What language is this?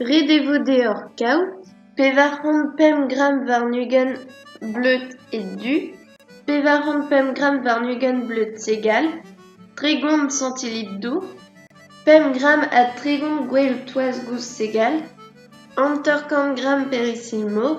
Breton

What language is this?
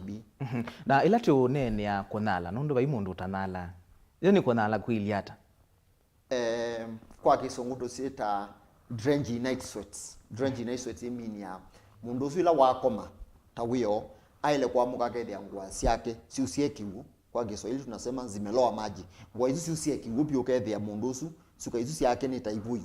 Kamba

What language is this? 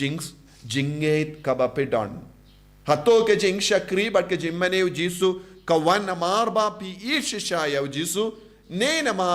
Khasi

